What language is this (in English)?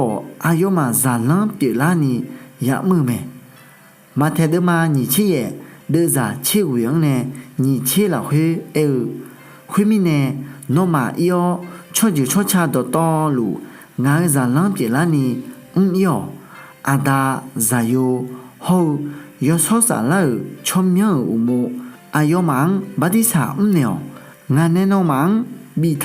Akha